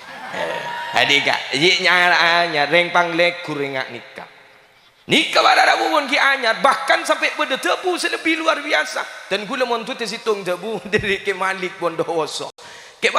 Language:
Madurese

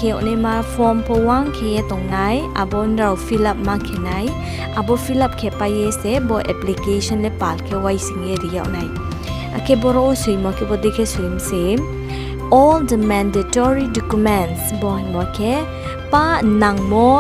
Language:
Riang (India)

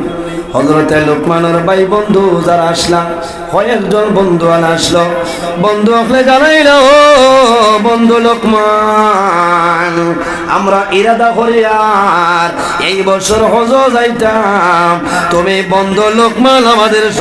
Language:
Sylheti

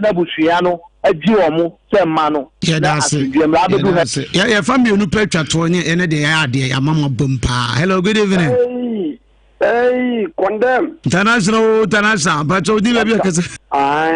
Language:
Akan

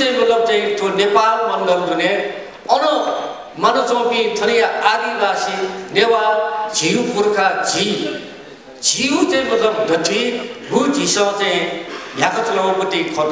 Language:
Newari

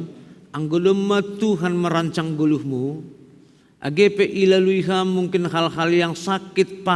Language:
Batak Simalungun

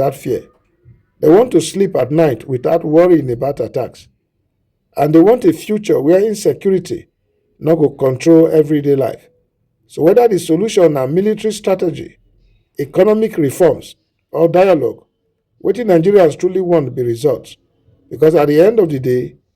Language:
Nigerian Pidgin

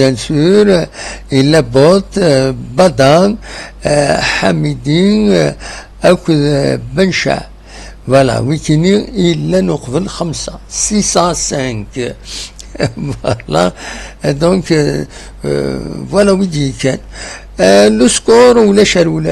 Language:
Kabyle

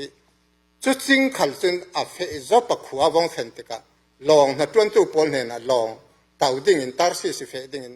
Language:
Falam Chin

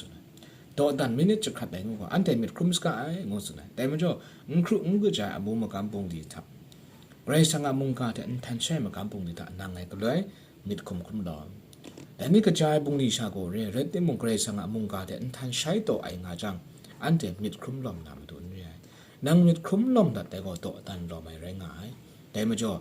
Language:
Kachin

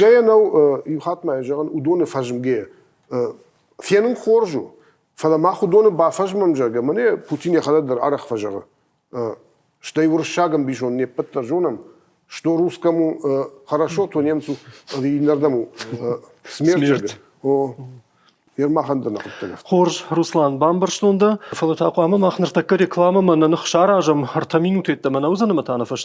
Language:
Ossetic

